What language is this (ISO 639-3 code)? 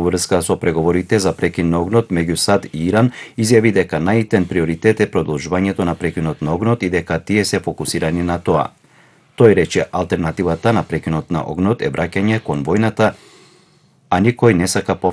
mkd